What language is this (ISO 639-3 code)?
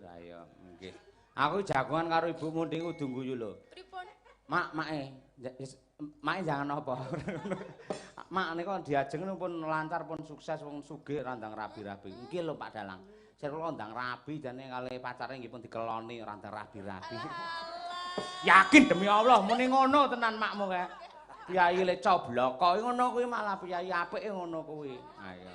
jav